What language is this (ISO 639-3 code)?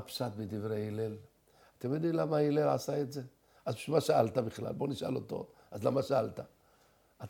heb